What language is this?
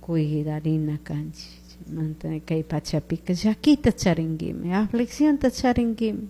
Chimborazo Highland Quichua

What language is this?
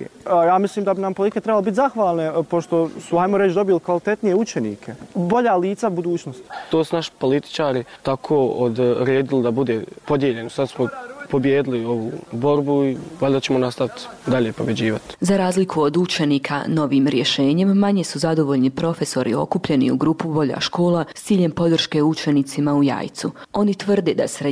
Bosnian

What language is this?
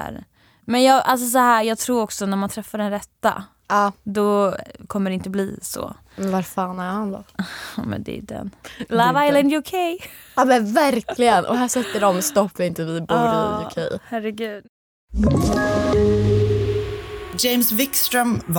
Swedish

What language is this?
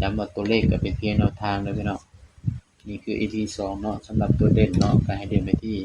Northeastern Thai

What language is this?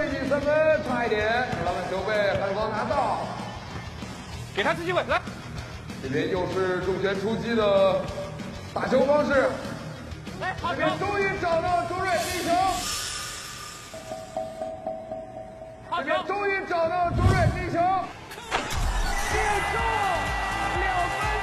Chinese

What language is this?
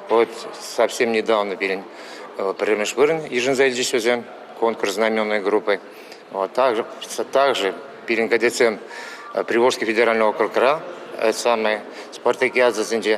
Chuvash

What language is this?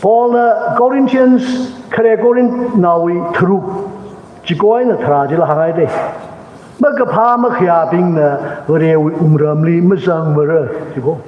Tangkhul Naga (India)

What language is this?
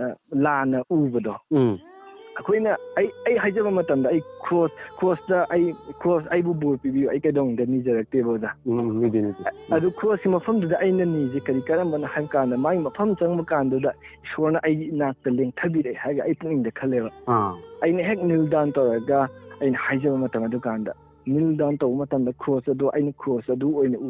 Manipuri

